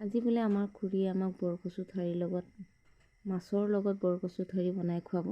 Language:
Assamese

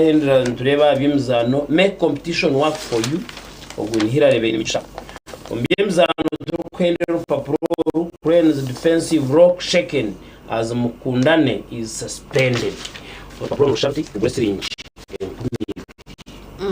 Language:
Nyankole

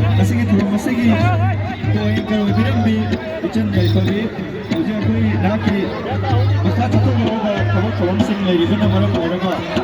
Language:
Manipuri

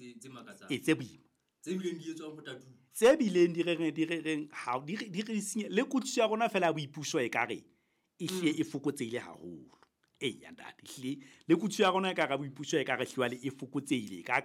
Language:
Southern Sotho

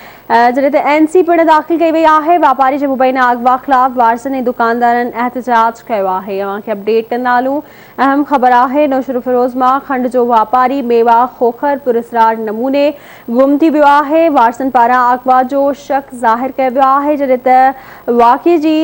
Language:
Sindhi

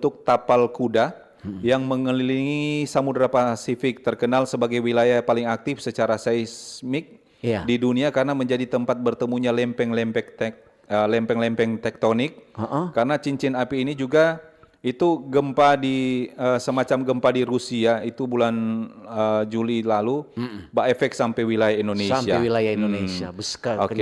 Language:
Manado Malay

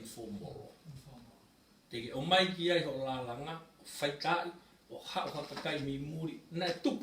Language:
Tongan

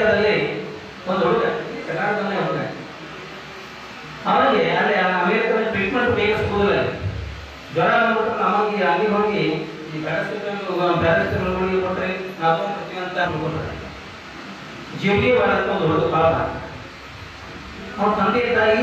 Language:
Kannada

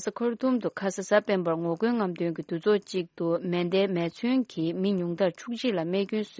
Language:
Tibetan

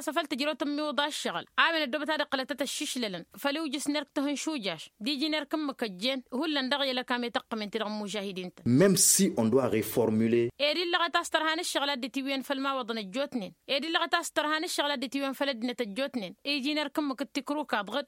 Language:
Tamasheq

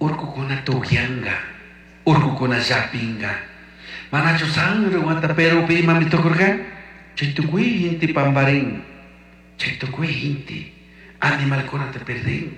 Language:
Chimborazo Highland Quichua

